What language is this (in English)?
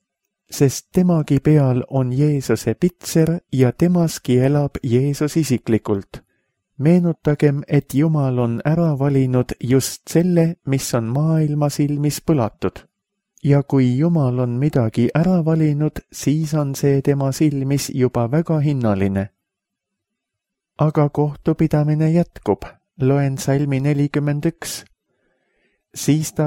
Estonian